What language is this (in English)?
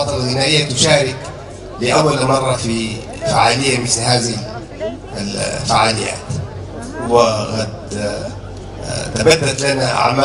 Sudanese Arabic